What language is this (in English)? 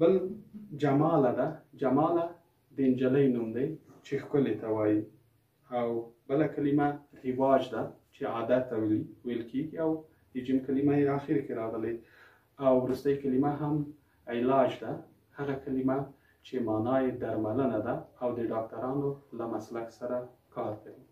Pashto